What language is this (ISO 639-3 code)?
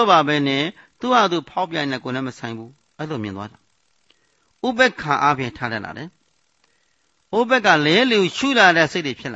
mya